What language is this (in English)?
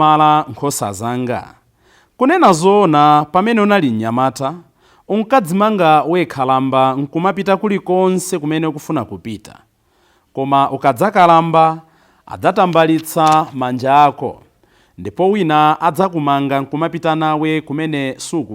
Nyanja